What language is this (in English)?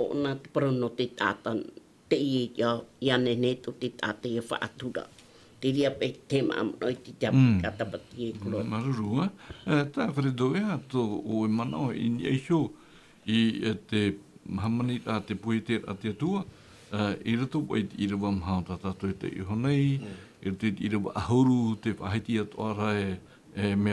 Tahitian